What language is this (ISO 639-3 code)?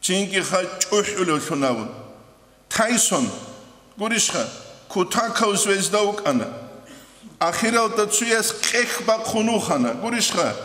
ava